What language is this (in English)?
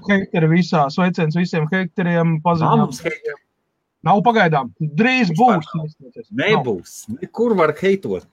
Latvian